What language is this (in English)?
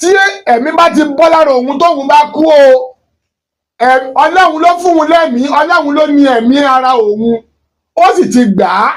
Yoruba